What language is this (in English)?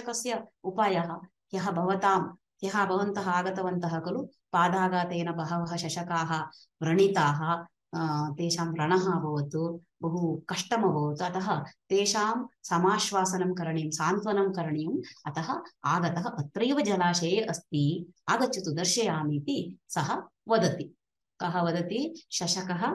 Sanskrit